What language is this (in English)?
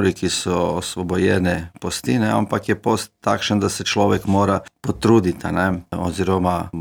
Slovenian